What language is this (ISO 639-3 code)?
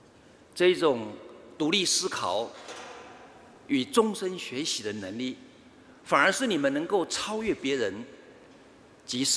zho